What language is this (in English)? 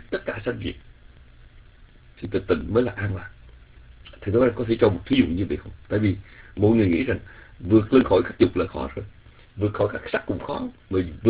Vietnamese